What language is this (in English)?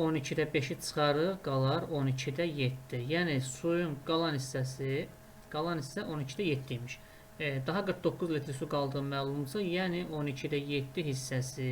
Azerbaijani